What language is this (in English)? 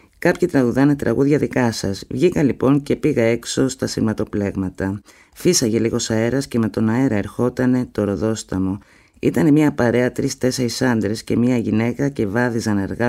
Greek